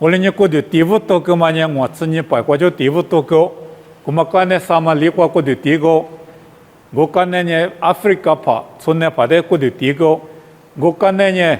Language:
Lisu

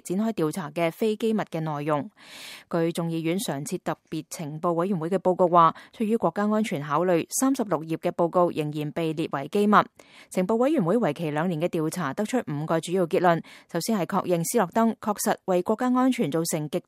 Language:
Cantonese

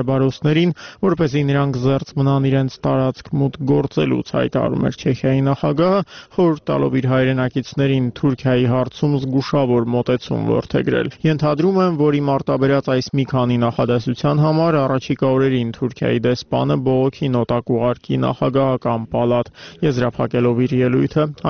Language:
Armenian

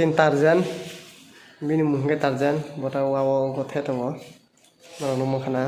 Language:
Kok Borok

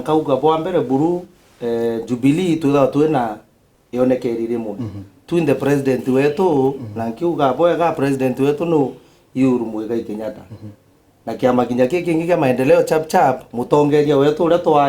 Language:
Meru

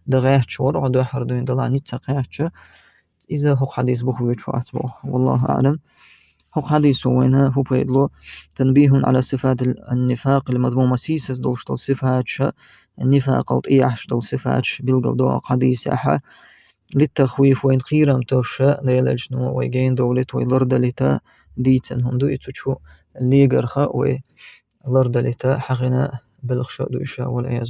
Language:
Chechen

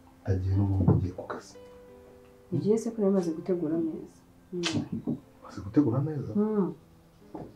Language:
Kinyarwanda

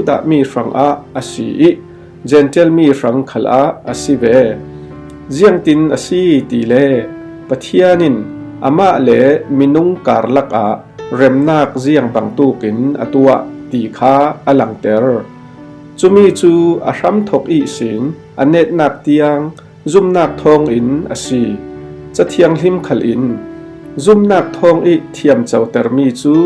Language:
Falam Chin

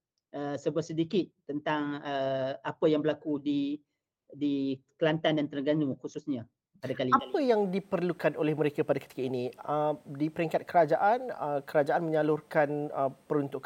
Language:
Malay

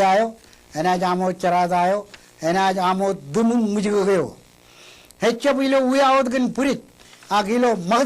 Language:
Marshallese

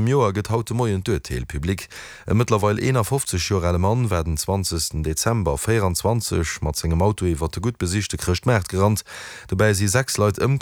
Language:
Luxembourgish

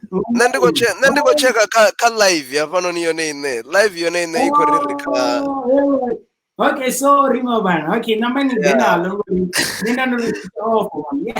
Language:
Venda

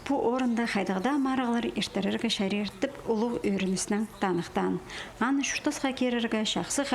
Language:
Khakas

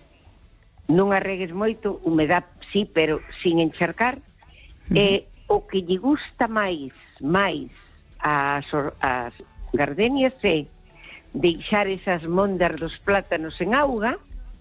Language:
Galician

